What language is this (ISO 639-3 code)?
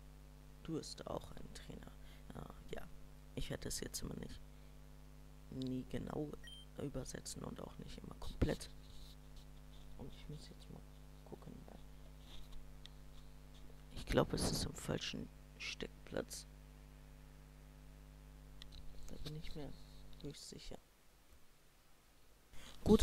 deu